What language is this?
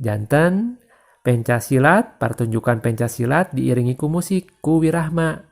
Sundanese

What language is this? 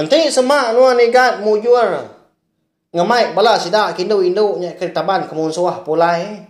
Iban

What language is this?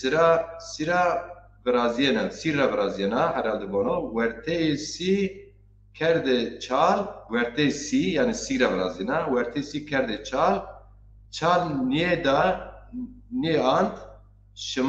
Zaza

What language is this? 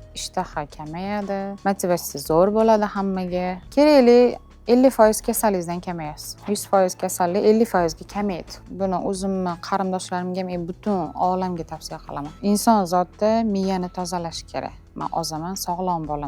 Uzbek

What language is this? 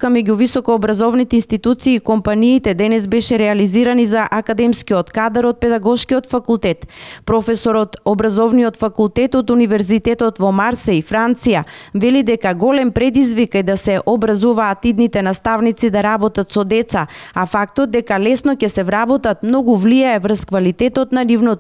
Macedonian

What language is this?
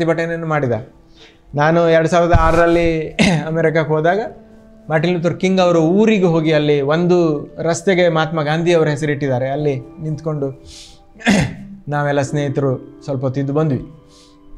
Kannada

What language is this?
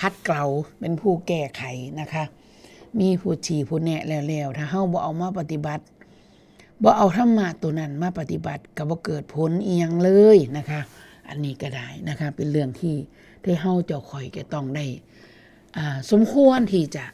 Northeastern Thai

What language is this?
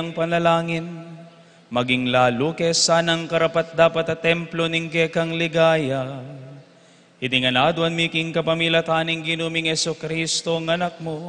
Pampanga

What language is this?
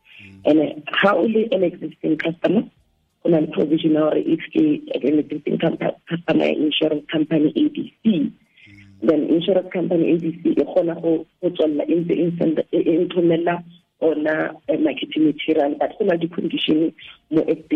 Tswana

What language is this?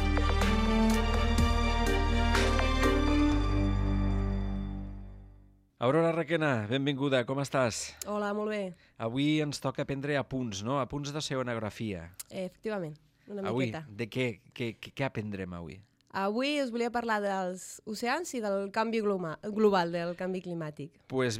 Catalan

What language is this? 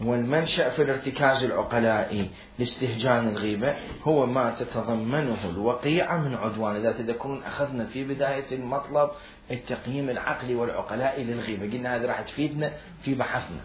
Mesopotamian Arabic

